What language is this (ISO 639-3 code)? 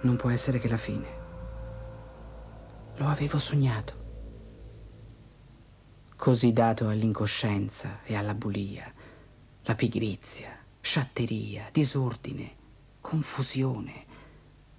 ita